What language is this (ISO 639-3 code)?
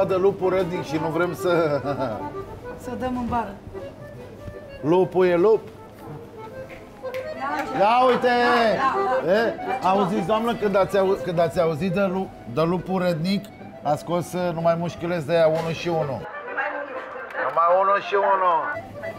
ron